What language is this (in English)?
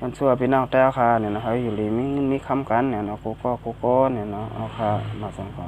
Shan